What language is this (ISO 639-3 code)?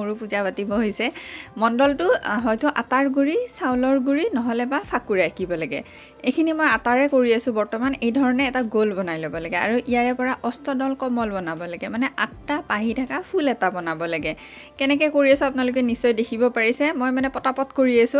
asm